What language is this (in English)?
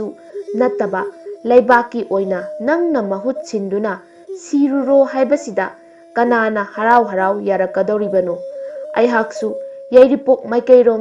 Manipuri